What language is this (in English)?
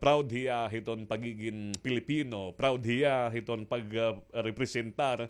Waray